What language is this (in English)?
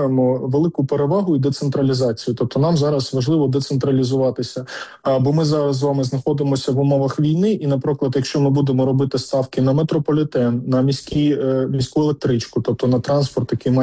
Ukrainian